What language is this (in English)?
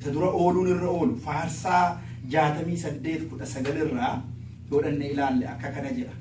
Oromo